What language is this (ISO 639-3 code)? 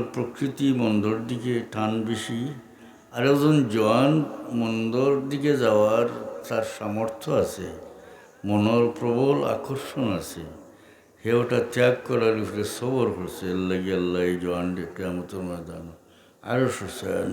syl